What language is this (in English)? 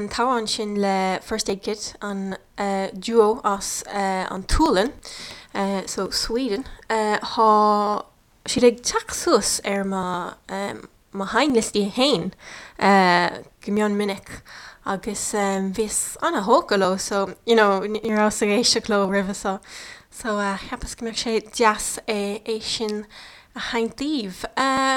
Irish